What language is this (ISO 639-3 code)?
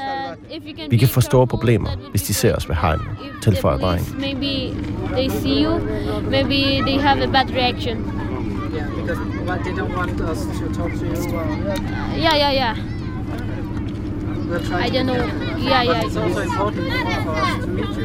dan